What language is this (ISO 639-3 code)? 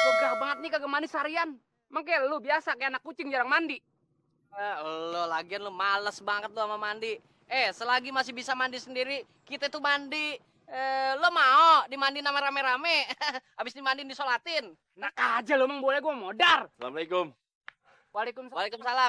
bew